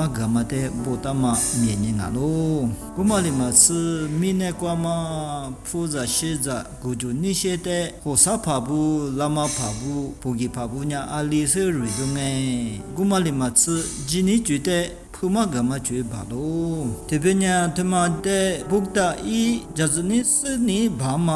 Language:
Lisu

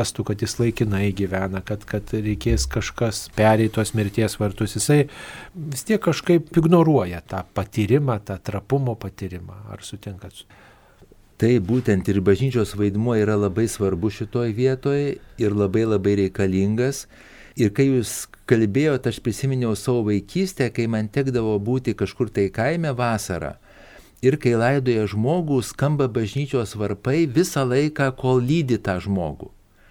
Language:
Lithuanian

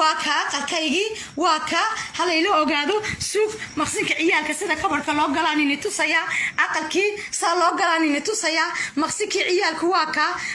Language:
Somali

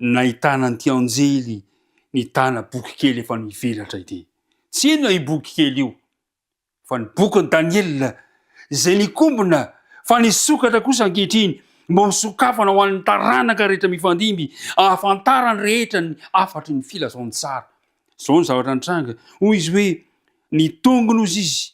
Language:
Malagasy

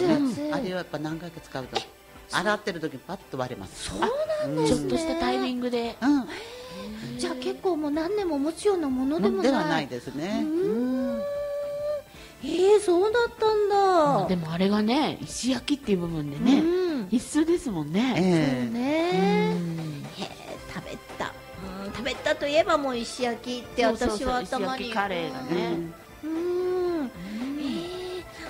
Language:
Japanese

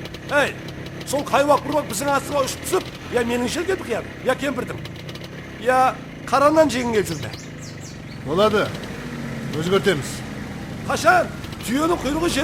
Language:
Kara-Kalpak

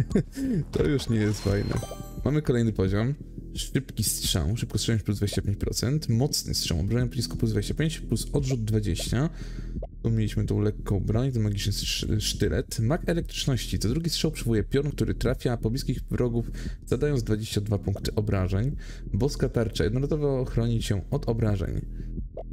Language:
Polish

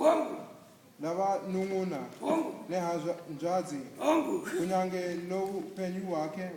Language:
Shona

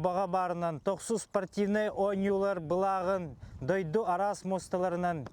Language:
Yakut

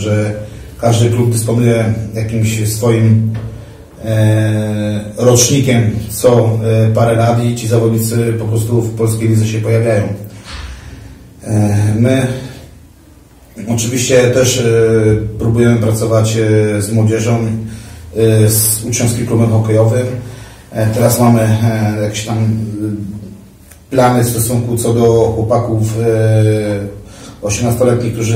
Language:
Polish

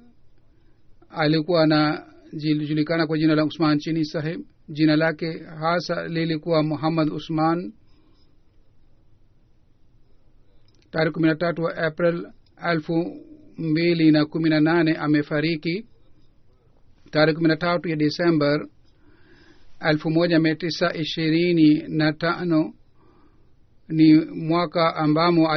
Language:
Swahili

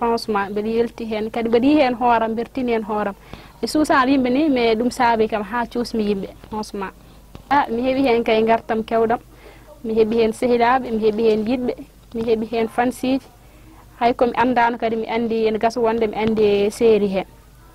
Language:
Fula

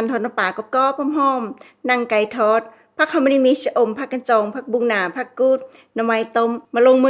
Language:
Northeastern Thai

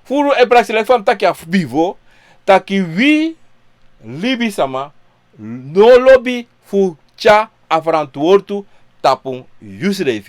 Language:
Sranan Tongo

